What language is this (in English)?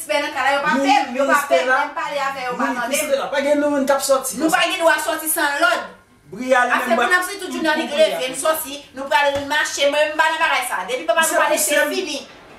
Haitian Creole